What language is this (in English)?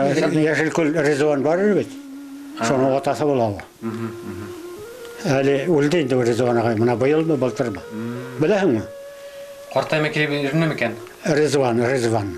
Bashkir